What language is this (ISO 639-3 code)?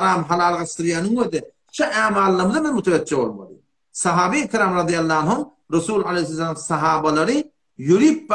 tuk